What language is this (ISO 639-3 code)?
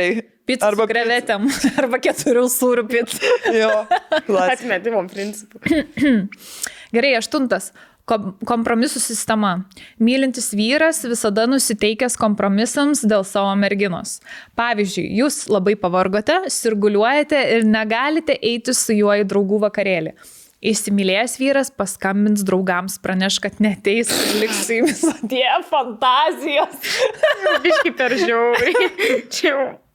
lit